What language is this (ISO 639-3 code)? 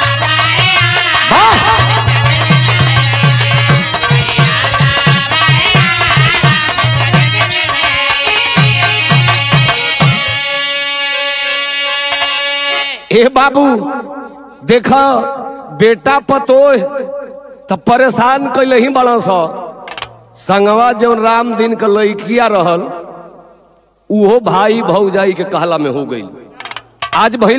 bho